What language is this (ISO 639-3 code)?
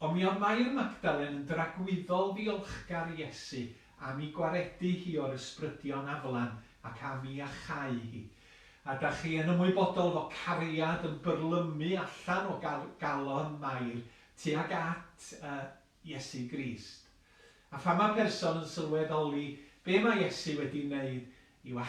cym